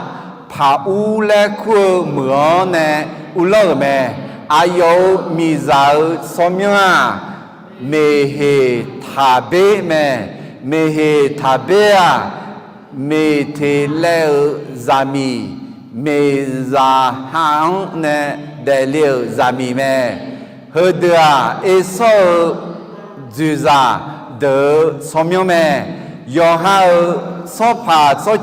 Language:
Akha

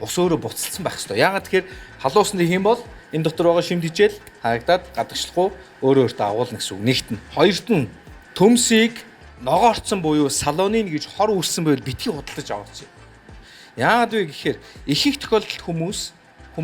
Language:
Mongolian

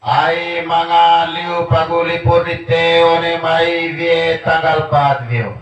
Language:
Manggarai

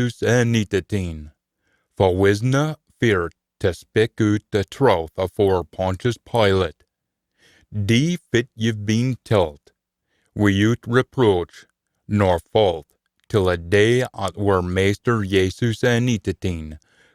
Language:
Scots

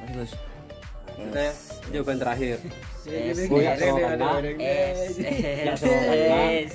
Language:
Madurese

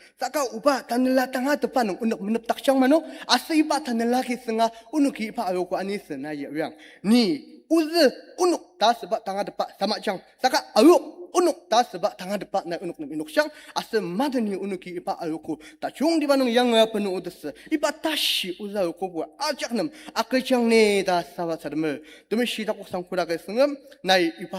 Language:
Ao Naga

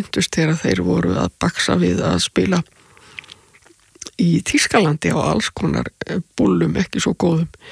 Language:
Icelandic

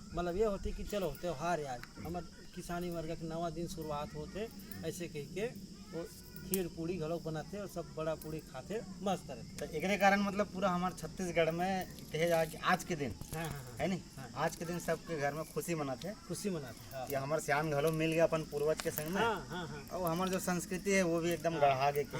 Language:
Chhattisgarhi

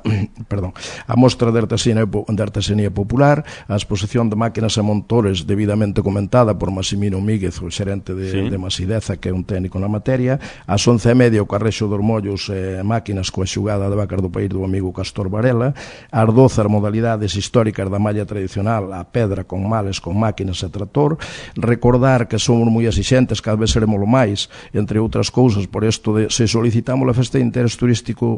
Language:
Galician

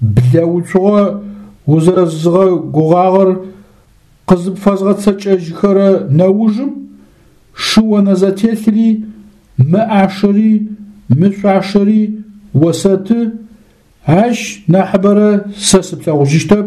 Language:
Adyghe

